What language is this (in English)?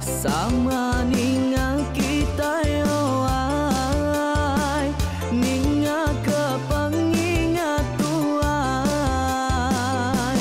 Iban